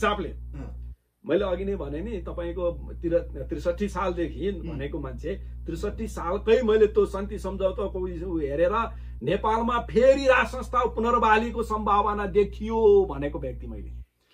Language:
Nepali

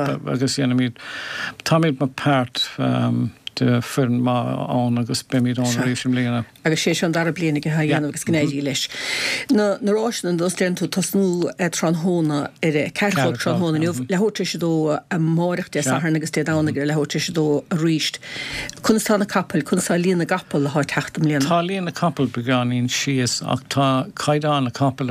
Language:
Irish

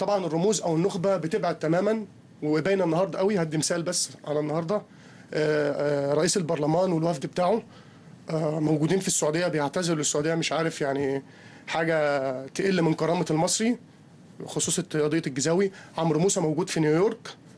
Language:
Egyptian Arabic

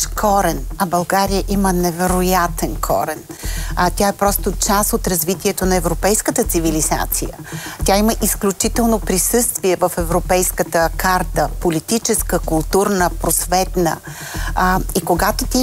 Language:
Bulgarian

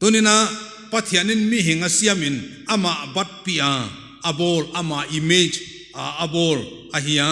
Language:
Paite Chin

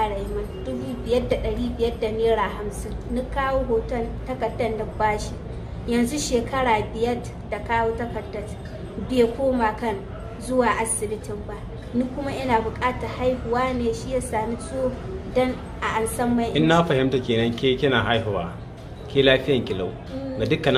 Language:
Hausa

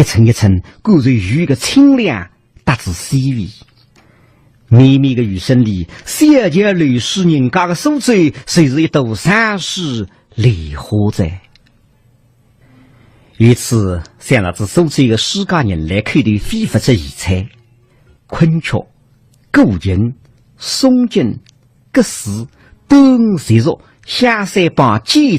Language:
Wu Chinese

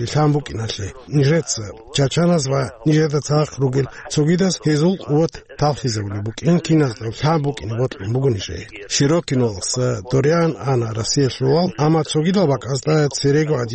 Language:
Avaric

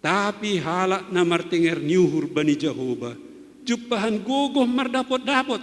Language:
Batak Simalungun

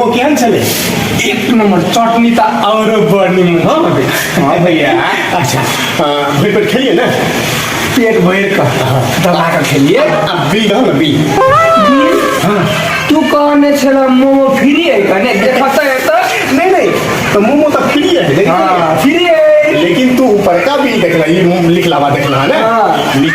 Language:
Maithili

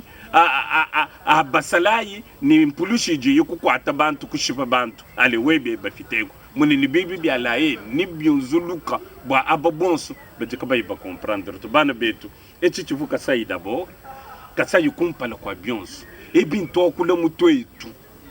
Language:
Luba-Lulua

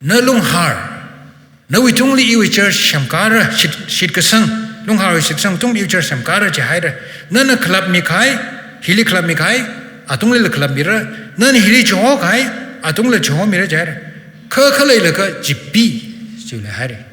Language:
Tangkhul Naga (India)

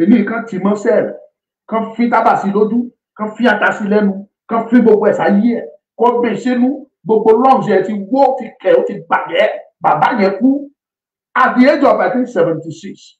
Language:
Yoruba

